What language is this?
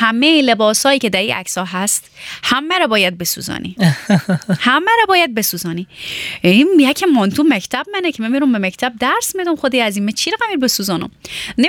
Persian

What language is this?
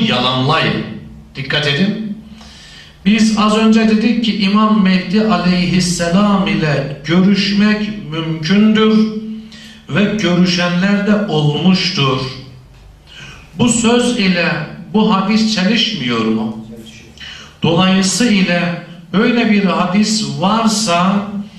Turkish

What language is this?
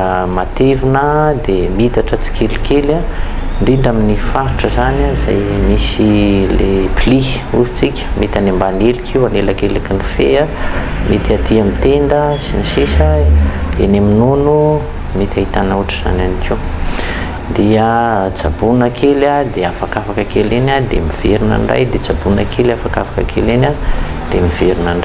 Malagasy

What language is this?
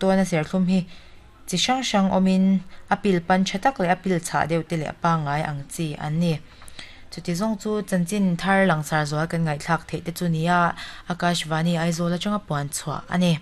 Mizo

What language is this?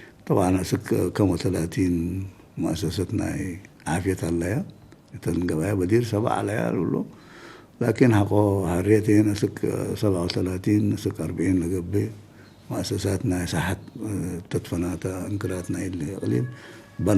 Tigre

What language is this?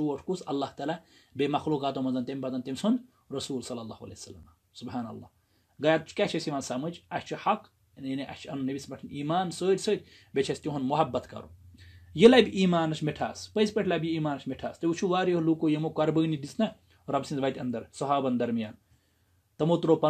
Kashmiri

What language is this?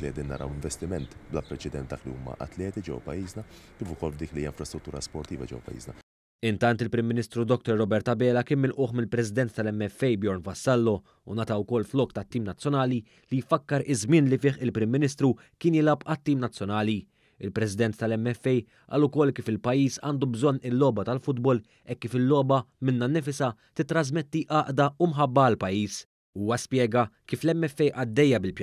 Maltese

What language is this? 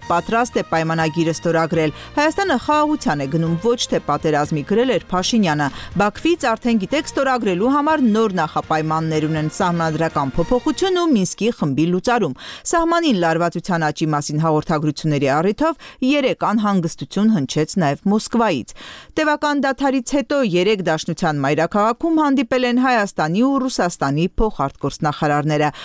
Armenian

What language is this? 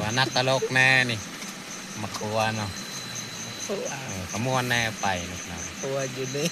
Northeastern Thai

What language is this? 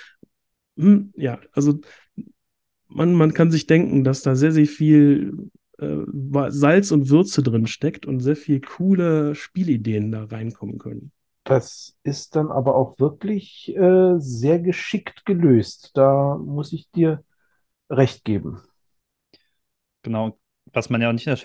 German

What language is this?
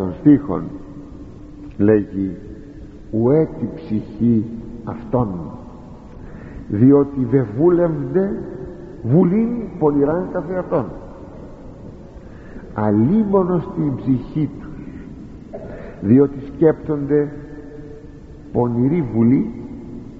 Greek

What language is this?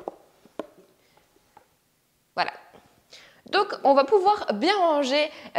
French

